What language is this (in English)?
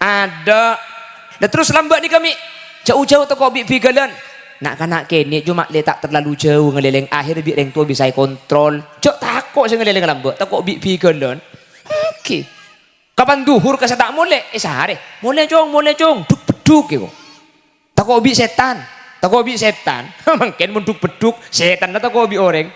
Madurese